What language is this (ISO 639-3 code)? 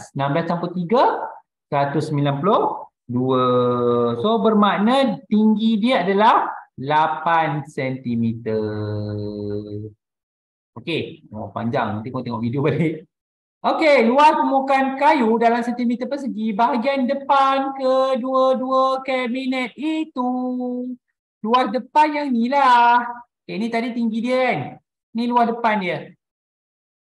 msa